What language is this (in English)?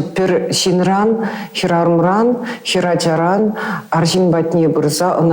Chuvash